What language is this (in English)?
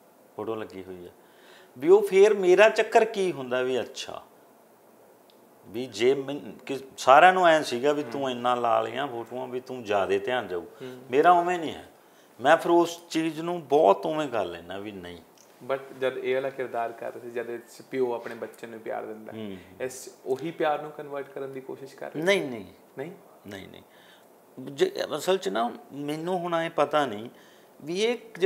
Punjabi